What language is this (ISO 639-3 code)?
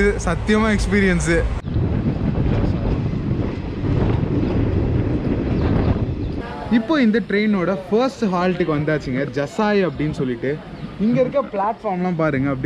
tam